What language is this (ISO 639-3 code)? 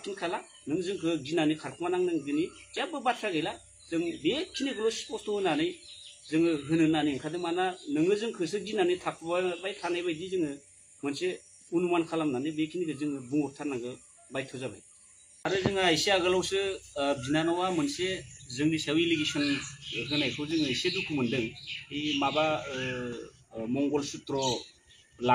brx